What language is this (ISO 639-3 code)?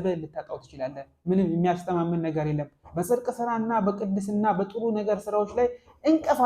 amh